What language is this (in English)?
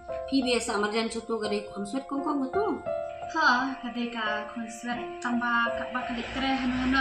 Khasi